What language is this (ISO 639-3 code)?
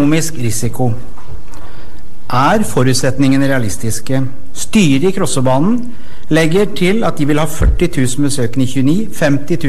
nor